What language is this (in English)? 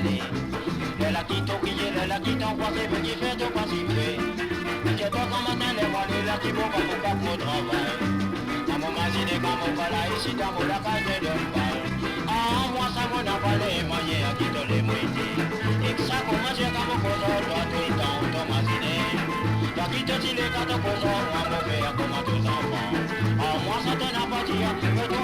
Morisyen